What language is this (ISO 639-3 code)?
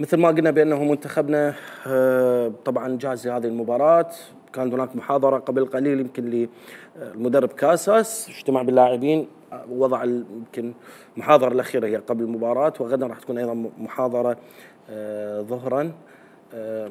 acm